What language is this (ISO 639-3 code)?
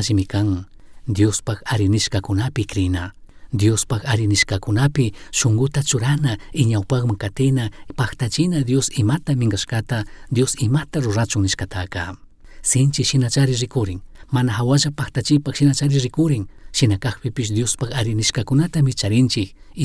qug